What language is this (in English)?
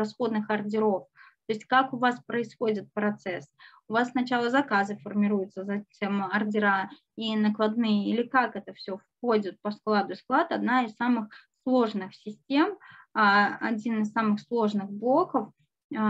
Russian